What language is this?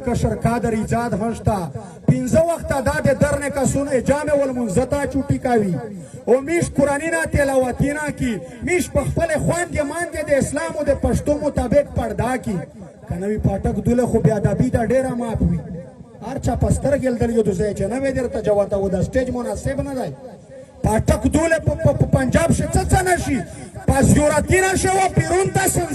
Pashto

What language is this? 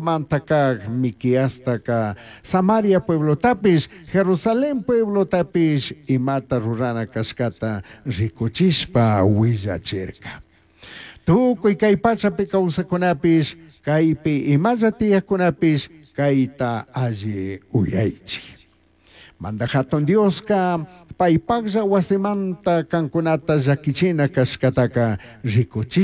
Chimborazo Highland Quichua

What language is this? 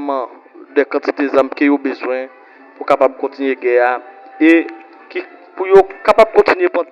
Haitian Creole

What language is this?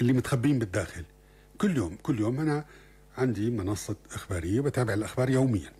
North Levantine Arabic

